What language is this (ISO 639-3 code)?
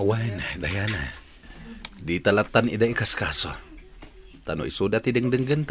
ilo